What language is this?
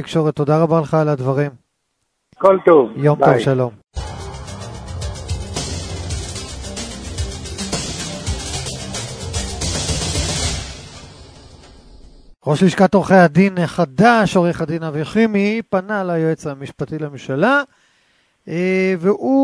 Hebrew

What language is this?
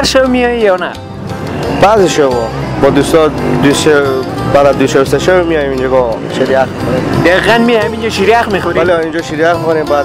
Persian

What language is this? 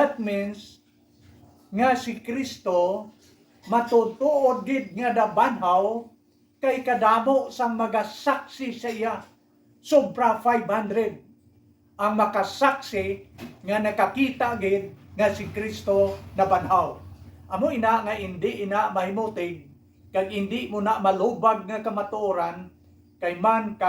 Hiligaynon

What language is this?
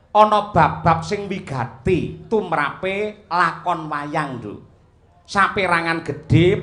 Javanese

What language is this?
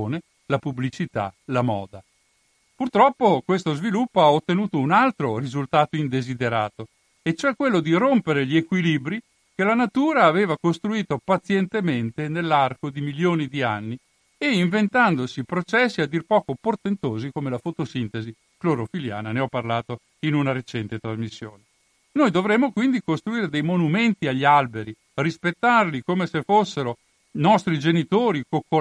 Italian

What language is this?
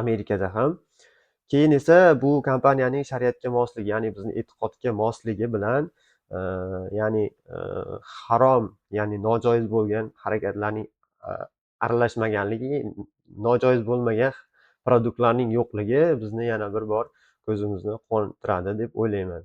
Uzbek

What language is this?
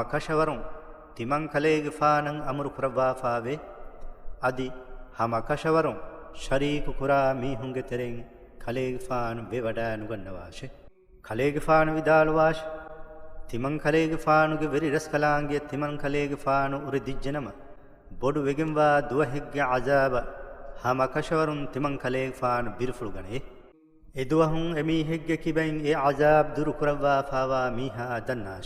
Divehi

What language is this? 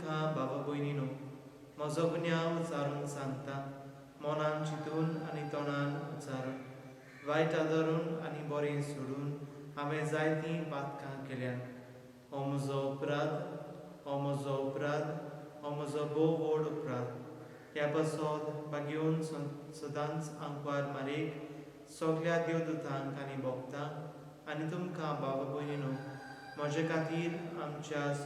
Konkani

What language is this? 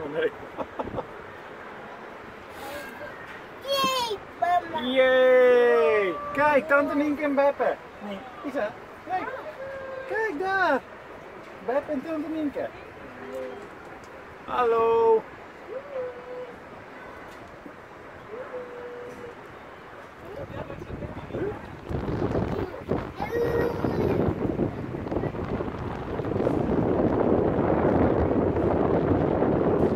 Dutch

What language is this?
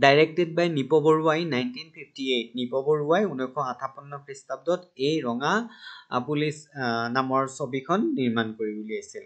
Assamese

